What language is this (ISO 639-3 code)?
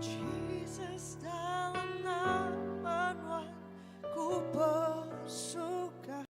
iba